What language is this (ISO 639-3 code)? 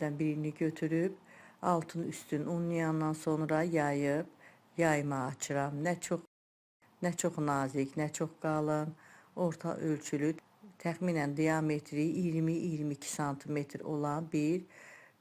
aze